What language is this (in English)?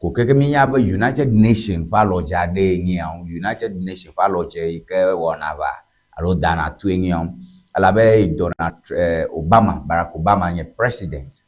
Ewe